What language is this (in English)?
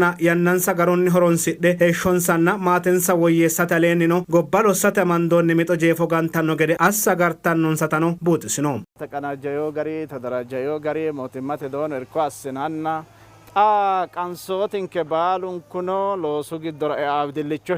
Sidamo